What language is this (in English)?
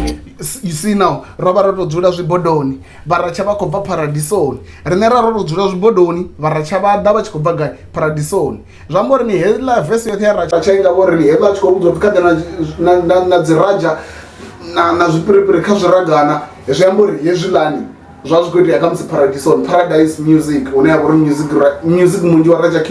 Venda